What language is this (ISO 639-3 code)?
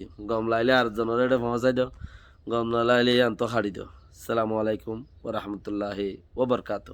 rhg